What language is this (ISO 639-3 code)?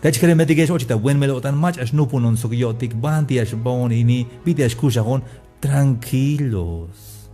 tzh